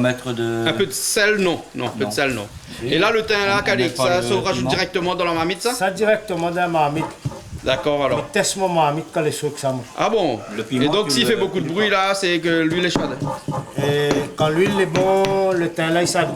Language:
Réunion Creole French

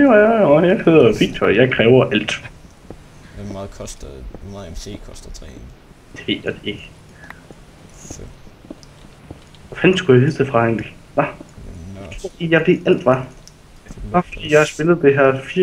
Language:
Danish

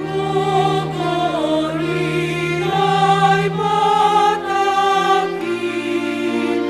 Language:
Batak Simalungun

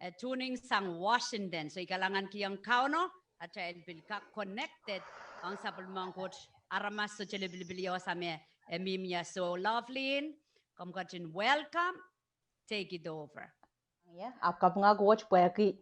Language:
Pohnpeian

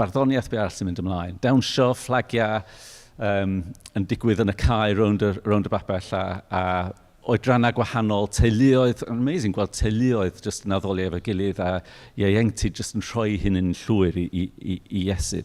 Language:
Welsh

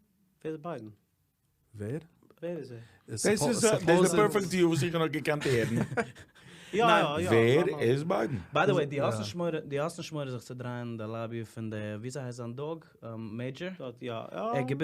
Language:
Yiddish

